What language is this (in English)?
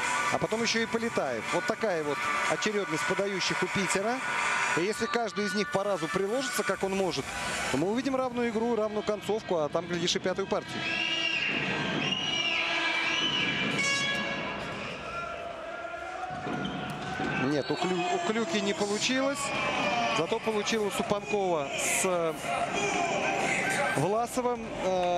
Russian